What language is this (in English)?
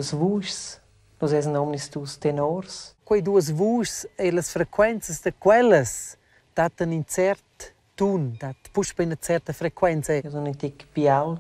Romansh